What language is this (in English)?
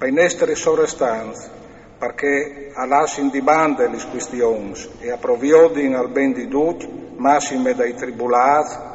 Friulian